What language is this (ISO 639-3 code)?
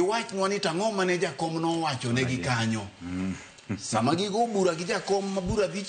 luo